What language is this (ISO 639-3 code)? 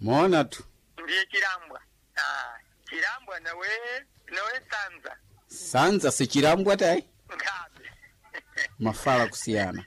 seh